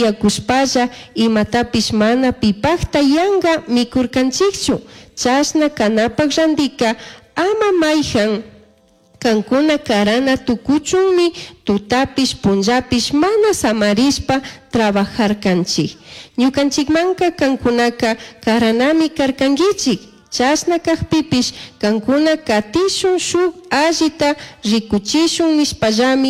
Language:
Chimborazo Highland Quichua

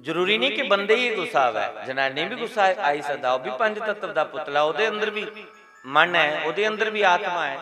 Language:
Dogri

